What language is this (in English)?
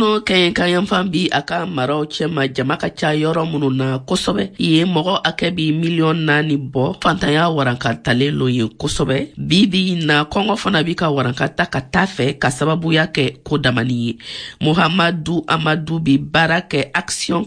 Bambara